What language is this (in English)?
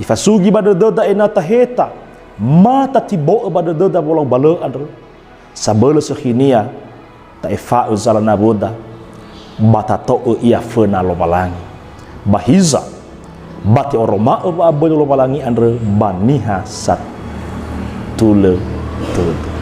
Nias